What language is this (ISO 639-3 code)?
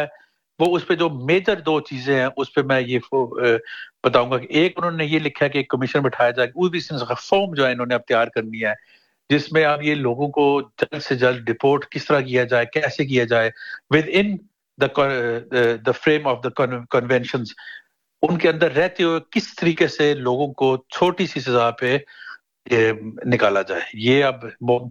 urd